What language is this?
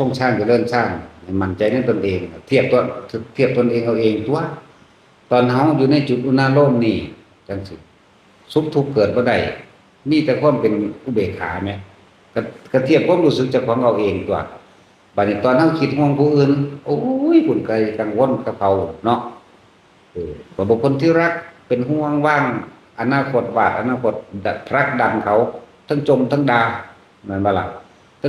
Northeastern Thai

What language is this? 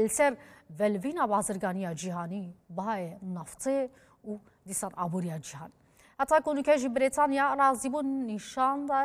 Kurdish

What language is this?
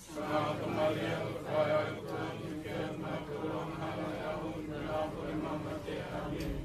Tongan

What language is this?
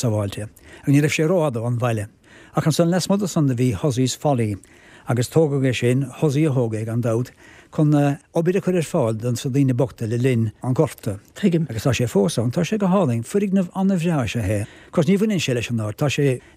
Irish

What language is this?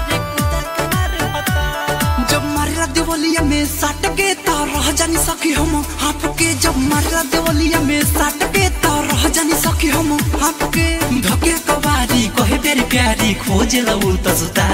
Bhojpuri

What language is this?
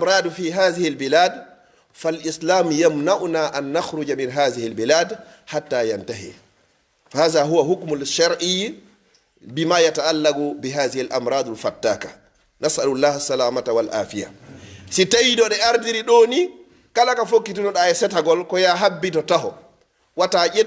Pular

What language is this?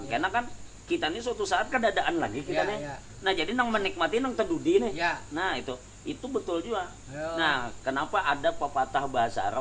Banjar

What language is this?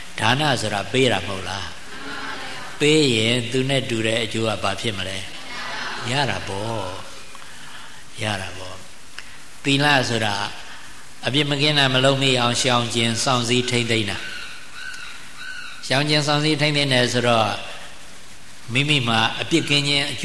Burmese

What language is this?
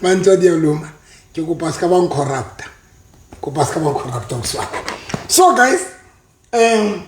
Southern Sotho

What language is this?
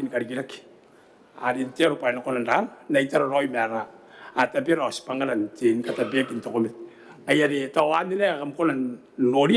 Gilbertese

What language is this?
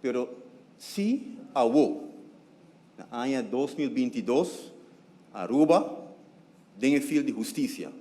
Papiamento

